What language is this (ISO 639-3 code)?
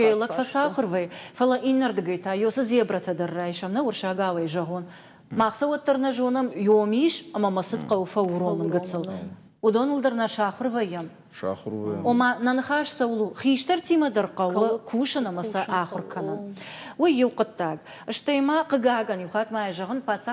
oss